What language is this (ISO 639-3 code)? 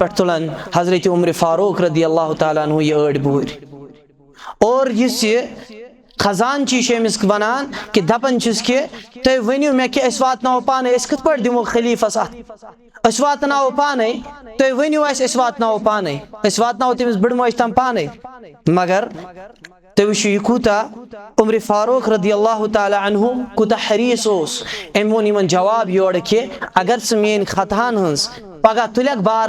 kas